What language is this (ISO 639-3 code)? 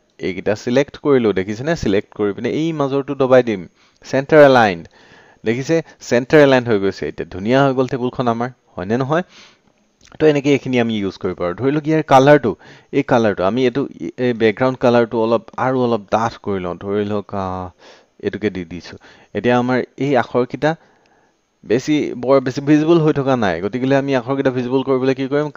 asm